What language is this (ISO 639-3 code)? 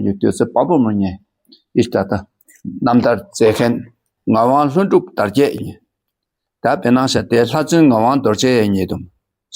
dka